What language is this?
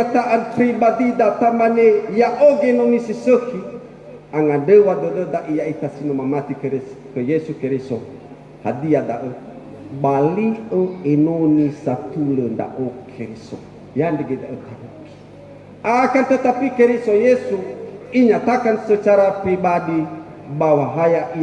Nias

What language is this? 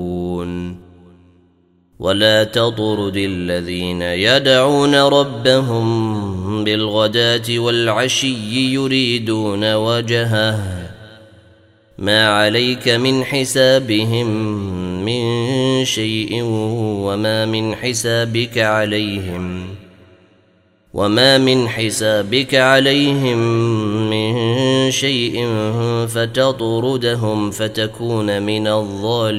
Arabic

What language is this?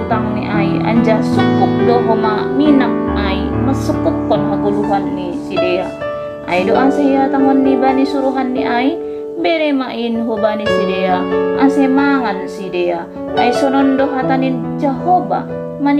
Batak Simalungun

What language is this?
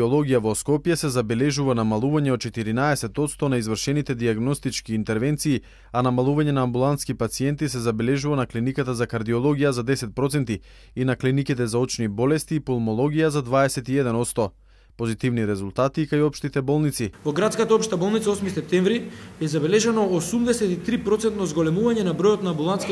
Macedonian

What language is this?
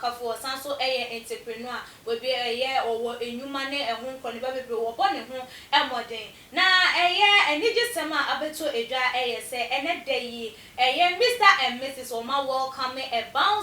Akan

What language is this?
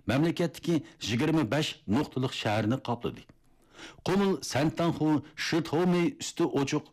Uyghur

